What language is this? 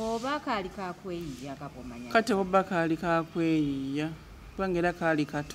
Ganda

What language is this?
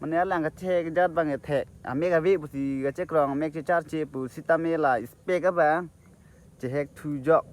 Karbi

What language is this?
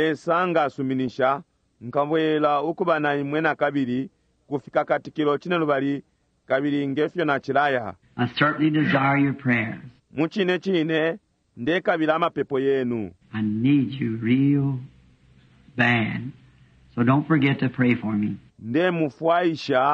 Bemba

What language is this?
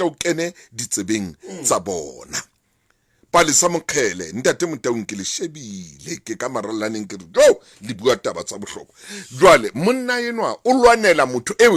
Southern Sotho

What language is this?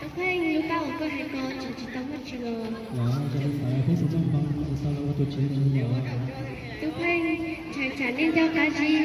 Hmong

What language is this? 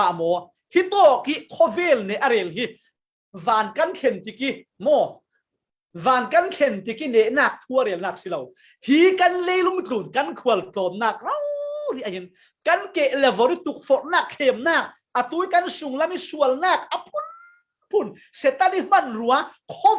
Falam Chin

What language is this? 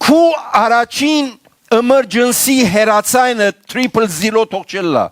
Western Armenian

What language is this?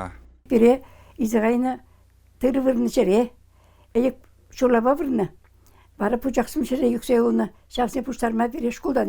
Chuvash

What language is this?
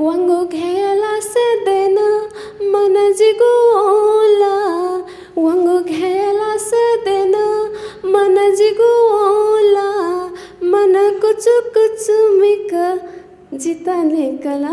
Newari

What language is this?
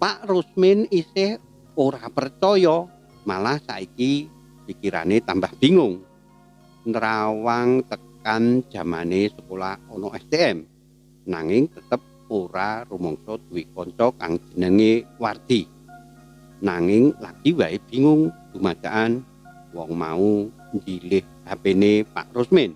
Javanese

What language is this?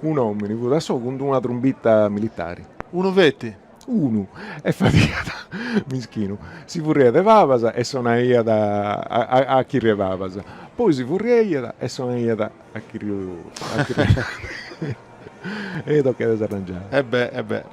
Sardinian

